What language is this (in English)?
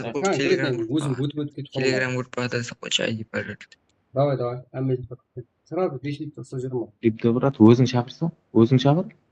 Kara-Kalpak